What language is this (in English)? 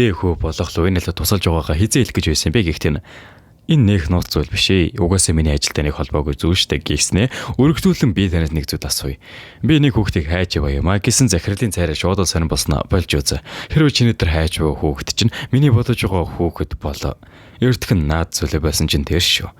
Mongolian